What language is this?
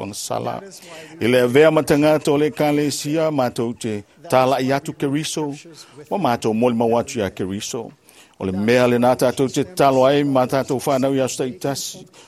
Samoan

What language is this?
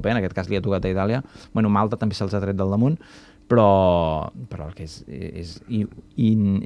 Catalan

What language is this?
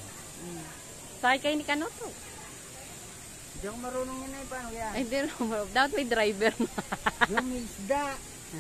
Filipino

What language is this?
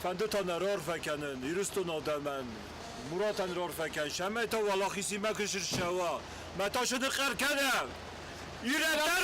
Ossetic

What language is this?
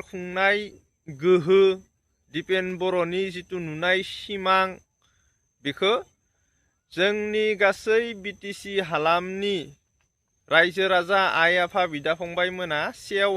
Bodo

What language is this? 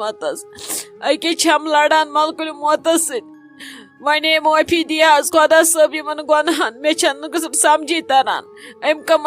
Kashmiri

